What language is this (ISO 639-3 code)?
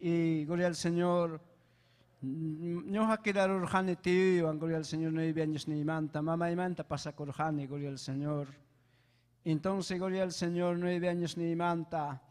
quy